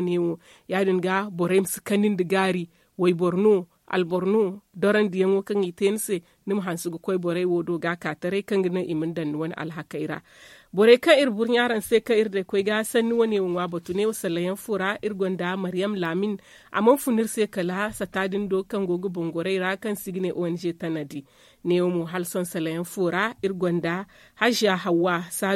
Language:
Zarma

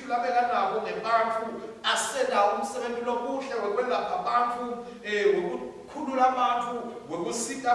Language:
Swati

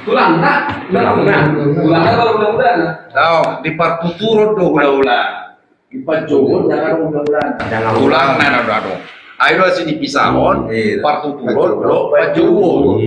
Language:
Batak Toba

